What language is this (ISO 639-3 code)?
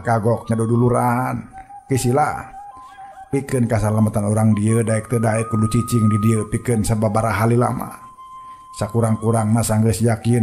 sun